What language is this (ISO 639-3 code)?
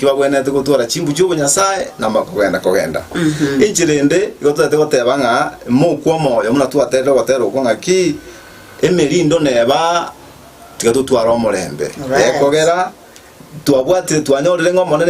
guz